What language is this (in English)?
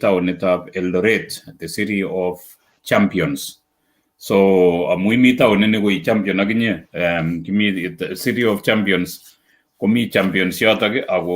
Kalenjin